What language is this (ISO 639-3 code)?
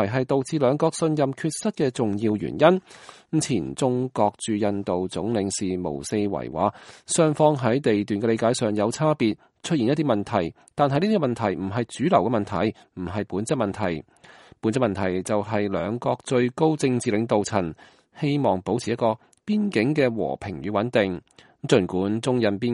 yue